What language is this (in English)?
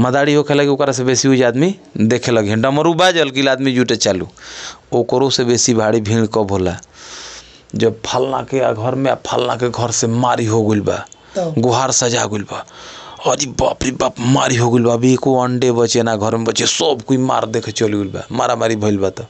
Bhojpuri